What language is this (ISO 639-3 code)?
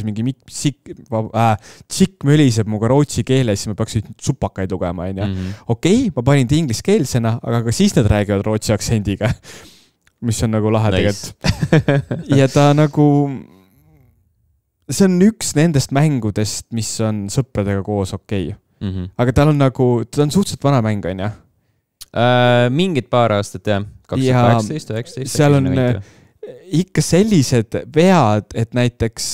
est